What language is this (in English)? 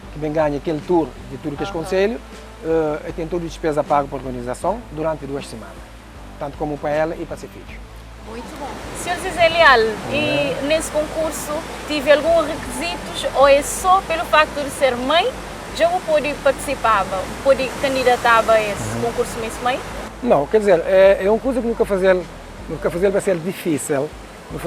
Kabuverdianu